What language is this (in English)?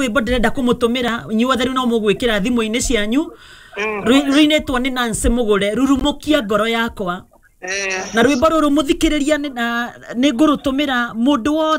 Kikuyu